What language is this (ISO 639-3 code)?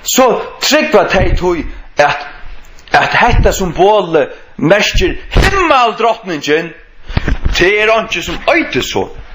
fao